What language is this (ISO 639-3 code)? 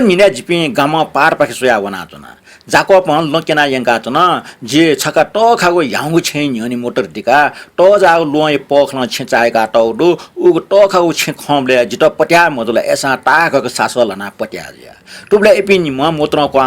new